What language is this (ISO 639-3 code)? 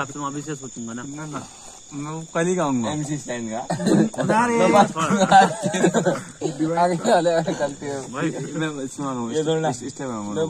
hin